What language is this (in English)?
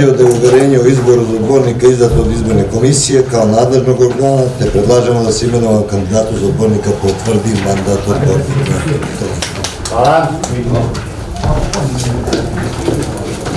Serbian